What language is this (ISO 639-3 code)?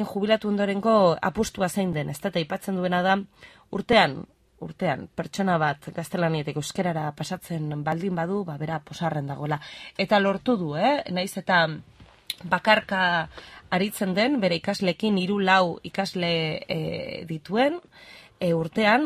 eus